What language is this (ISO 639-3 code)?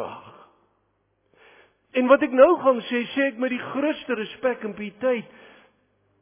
afr